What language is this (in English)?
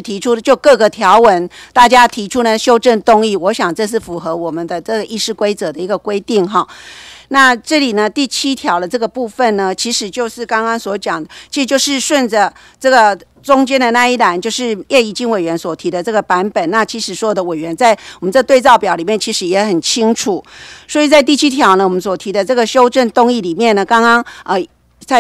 Chinese